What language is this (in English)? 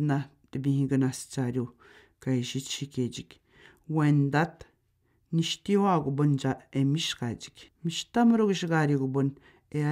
Atikamekw